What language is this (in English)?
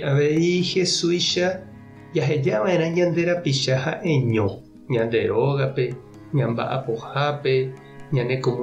Guarani